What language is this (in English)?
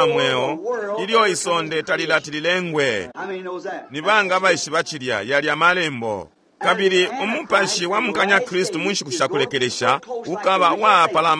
Bemba